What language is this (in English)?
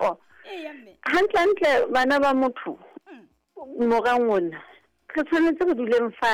Southern Sotho